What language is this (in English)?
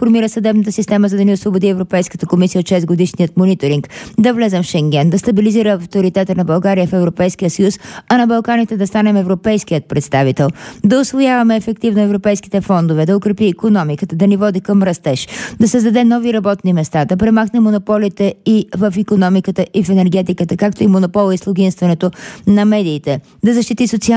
Bulgarian